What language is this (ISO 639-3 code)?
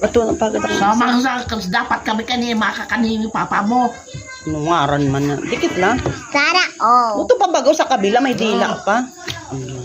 bik